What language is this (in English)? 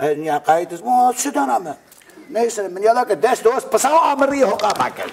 Zaza